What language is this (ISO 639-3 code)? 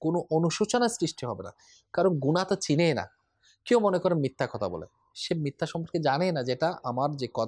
ben